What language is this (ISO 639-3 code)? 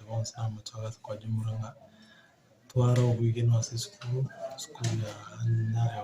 guz